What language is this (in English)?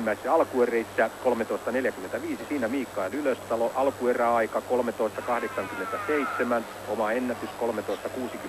Finnish